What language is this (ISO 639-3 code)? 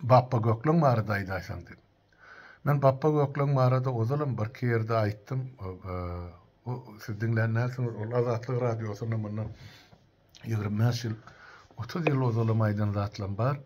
tuk